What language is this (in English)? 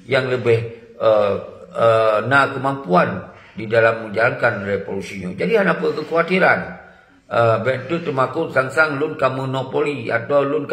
Achinese